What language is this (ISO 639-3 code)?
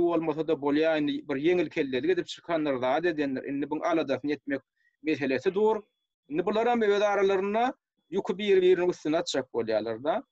tuk